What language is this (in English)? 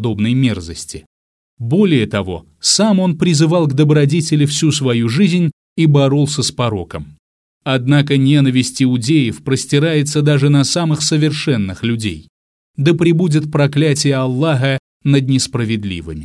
Russian